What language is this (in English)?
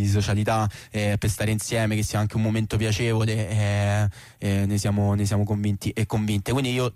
Italian